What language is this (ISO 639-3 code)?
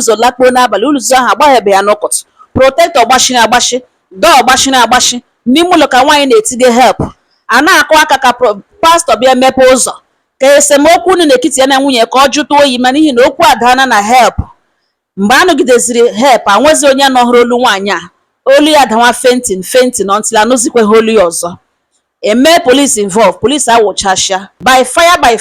ibo